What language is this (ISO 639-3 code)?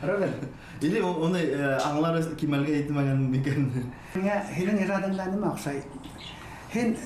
bak